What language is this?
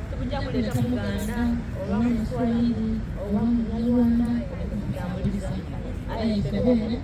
Soga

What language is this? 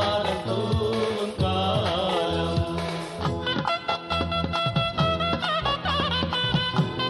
Tamil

